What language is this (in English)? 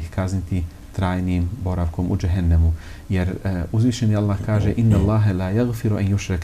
Bosnian